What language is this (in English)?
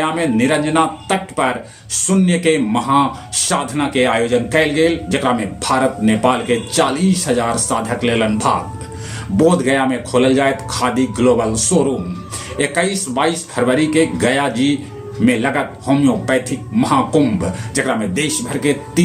Magahi